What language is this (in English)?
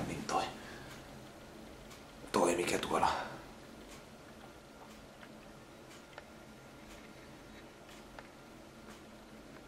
Finnish